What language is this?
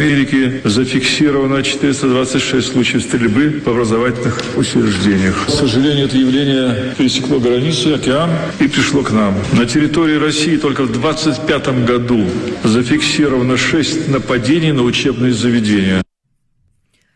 Russian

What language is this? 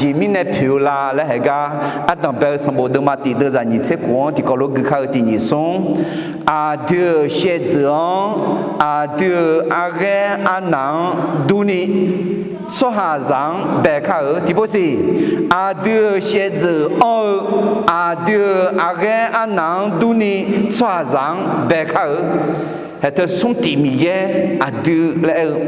Akha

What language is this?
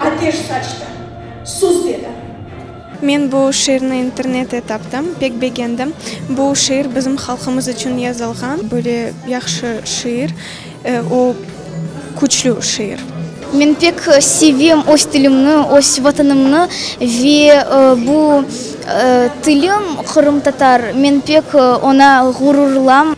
Crimean Tatar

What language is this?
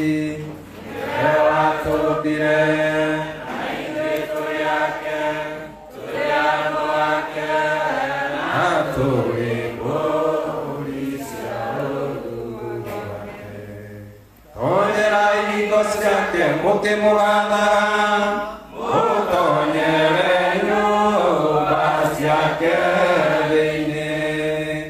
Kikuyu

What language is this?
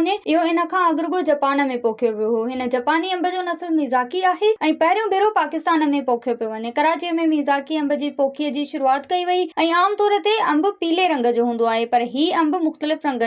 Sindhi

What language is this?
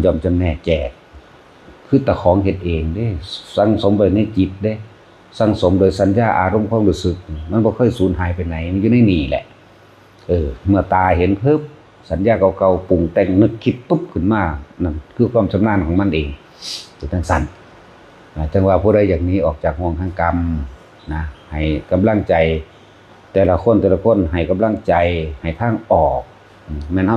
Northeastern Thai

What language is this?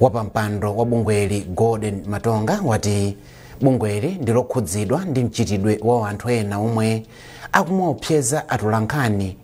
Nyanja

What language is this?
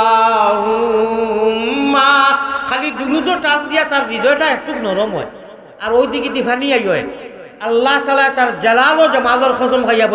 Sylheti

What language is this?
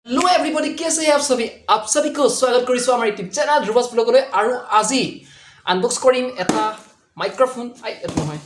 Assamese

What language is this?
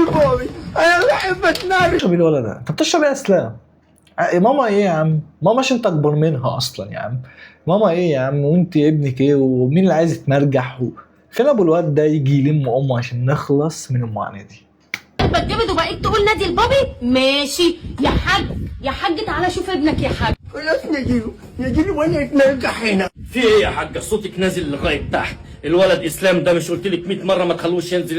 Egyptian Arabic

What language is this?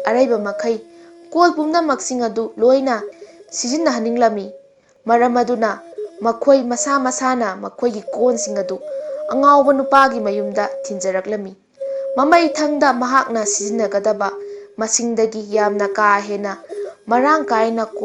Manipuri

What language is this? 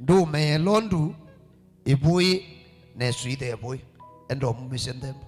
Kamba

